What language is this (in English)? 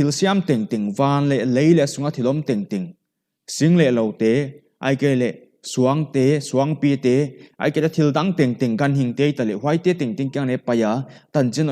Paite Chin